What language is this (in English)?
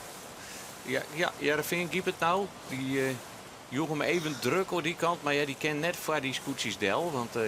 Western Frisian